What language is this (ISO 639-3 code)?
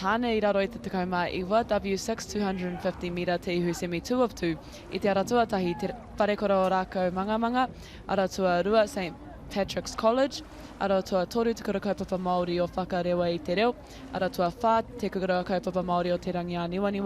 mri